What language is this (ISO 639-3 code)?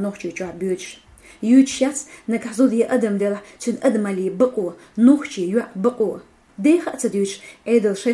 che